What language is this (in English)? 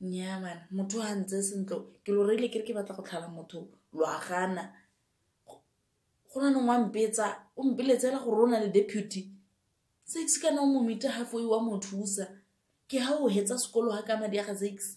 Tswana